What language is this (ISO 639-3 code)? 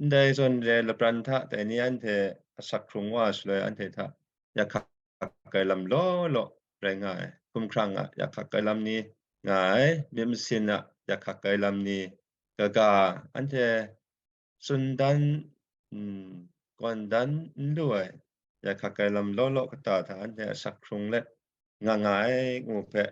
kac